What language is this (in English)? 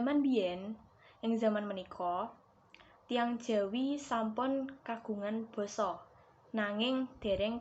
Javanese